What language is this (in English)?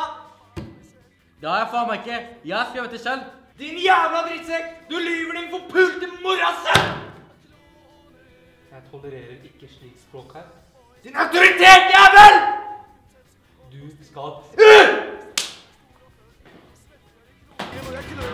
Norwegian